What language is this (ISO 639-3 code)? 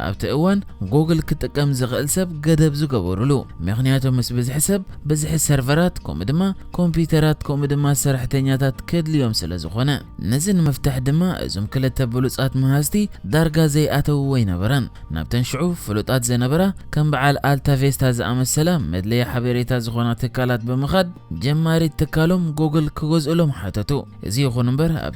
tir